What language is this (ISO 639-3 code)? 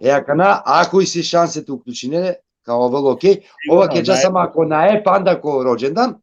rmn